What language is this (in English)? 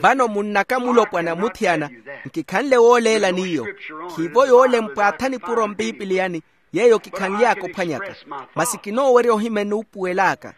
Makhuwa